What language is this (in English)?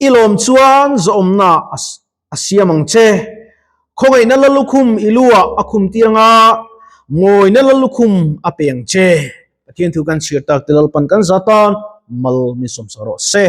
Mizo